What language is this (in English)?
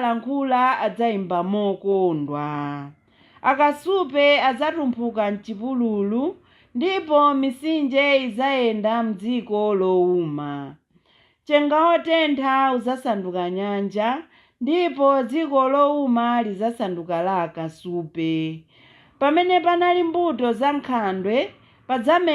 Nyanja